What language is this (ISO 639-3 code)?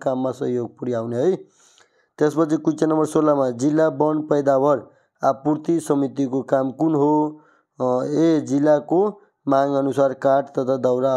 nep